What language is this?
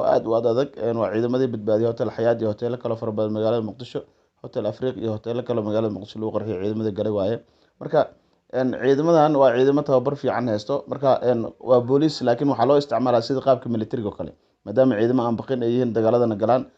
Somali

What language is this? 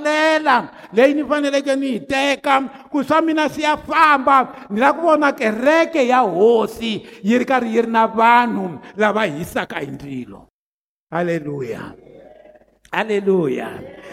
Tsonga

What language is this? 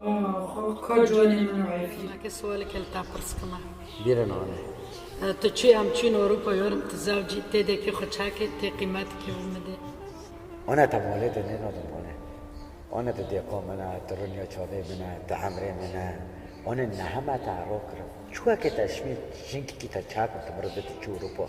Kurdish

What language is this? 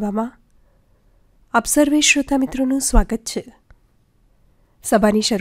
Gujarati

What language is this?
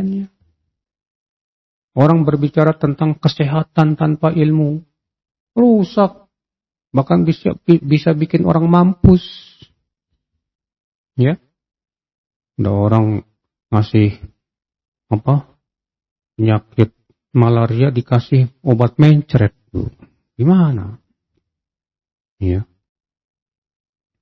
Indonesian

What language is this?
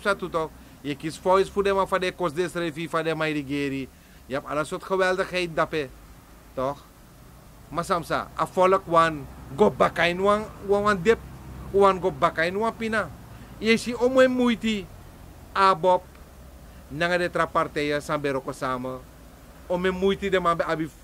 Sranan Tongo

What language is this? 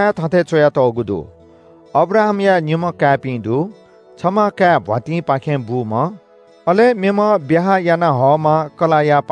Newari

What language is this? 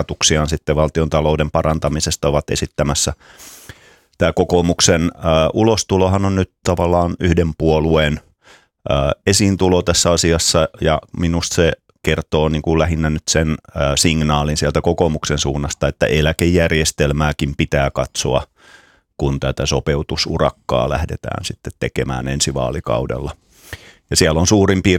Finnish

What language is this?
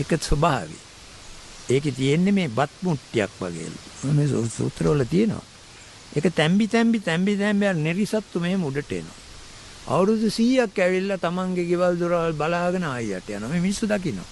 Sinhala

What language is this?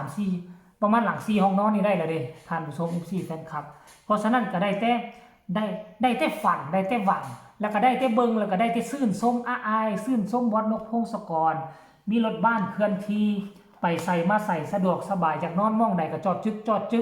Northeastern Thai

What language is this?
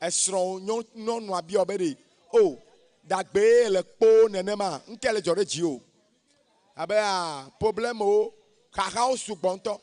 Ewe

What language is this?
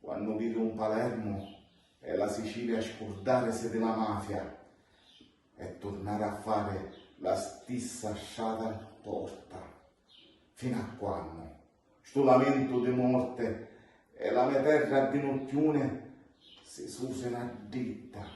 Sicilian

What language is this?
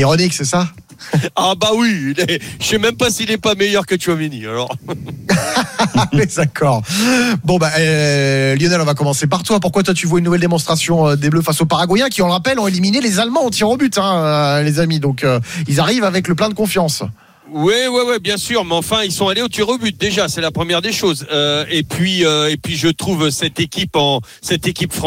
French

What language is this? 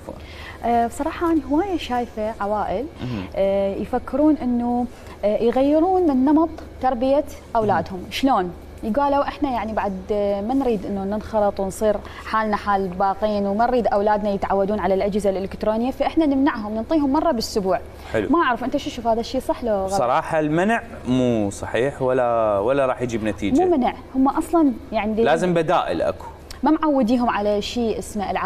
Mesopotamian Arabic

